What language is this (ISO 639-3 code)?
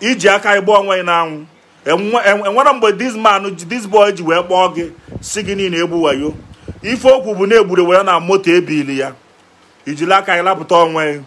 ibo